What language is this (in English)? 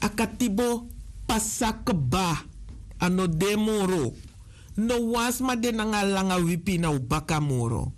Sranan Tongo